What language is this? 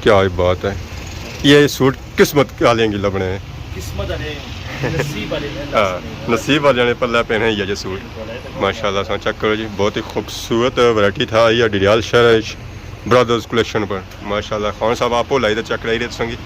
Pahari-Potwari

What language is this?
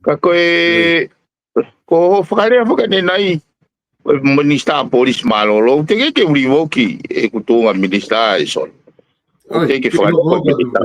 Tongan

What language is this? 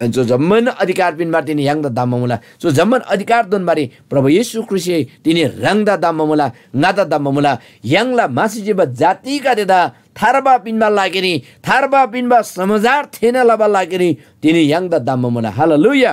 Eastern Tamang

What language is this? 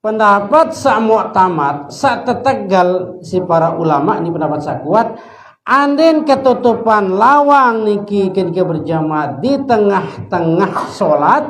Sasak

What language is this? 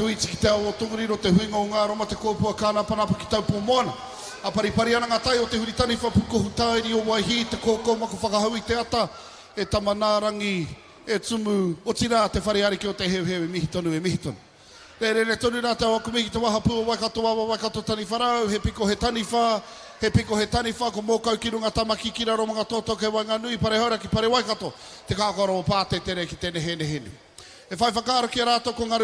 Māori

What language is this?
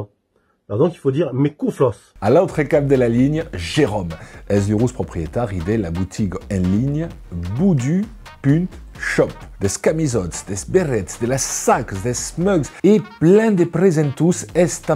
Occitan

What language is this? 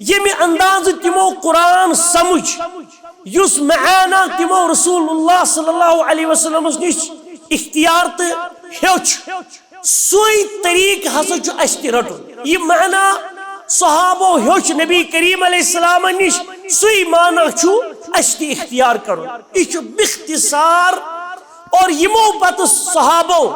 Kashmiri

